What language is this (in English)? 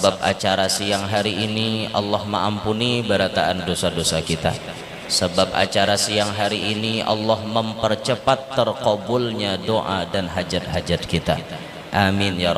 Banjar